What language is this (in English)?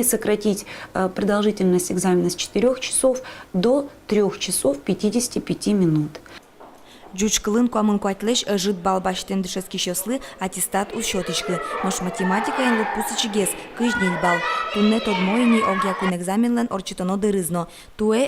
Udmurt